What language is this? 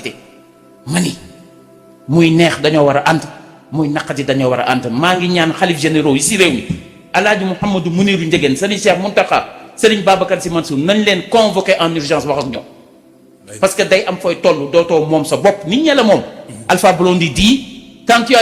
Wolof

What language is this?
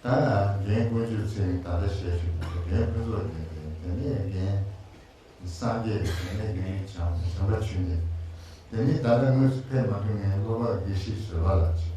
Tibetan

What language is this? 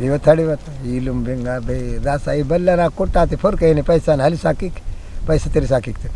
Brahui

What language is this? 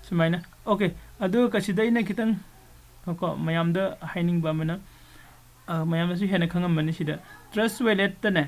Manipuri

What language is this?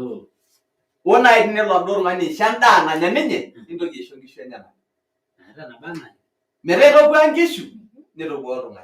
Masai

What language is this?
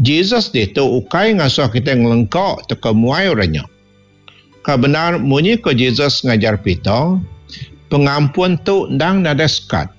Iban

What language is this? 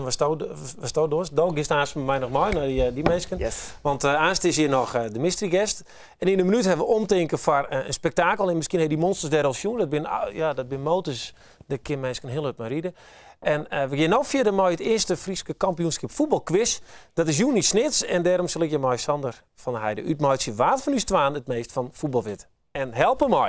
Western Frisian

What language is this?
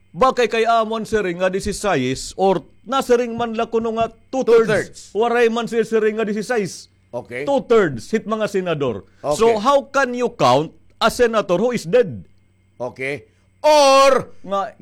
Waray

